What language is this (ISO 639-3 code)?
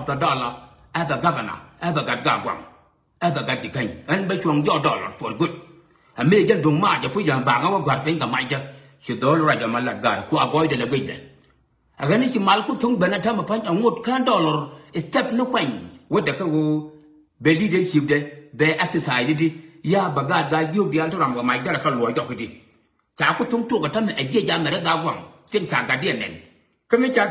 nus